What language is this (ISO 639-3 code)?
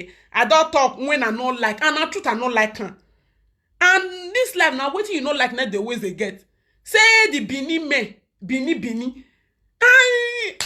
pcm